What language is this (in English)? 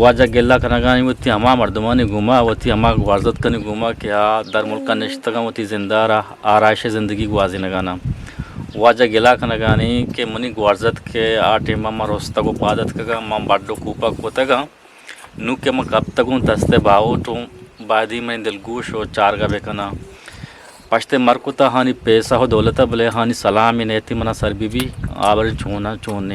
Eastern Balochi